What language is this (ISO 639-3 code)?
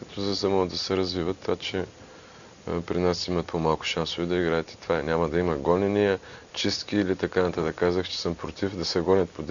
bul